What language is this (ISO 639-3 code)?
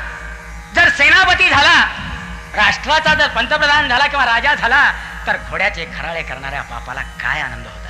mar